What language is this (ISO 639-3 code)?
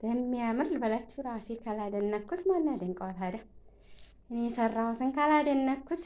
amh